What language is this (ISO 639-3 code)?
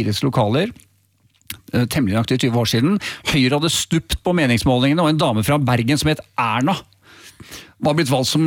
nor